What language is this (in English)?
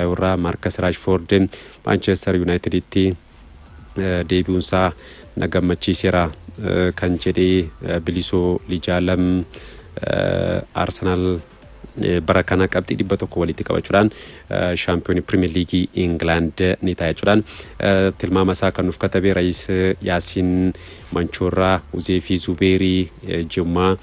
Oromo